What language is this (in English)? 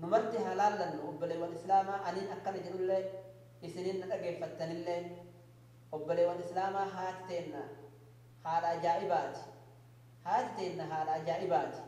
Oromo